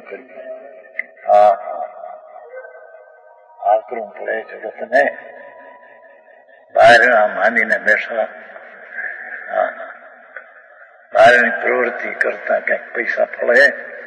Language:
Gujarati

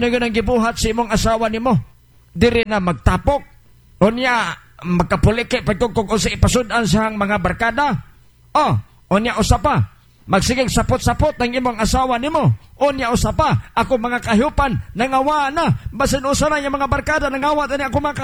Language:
Cebuano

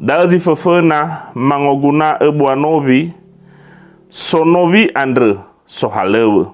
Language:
Nias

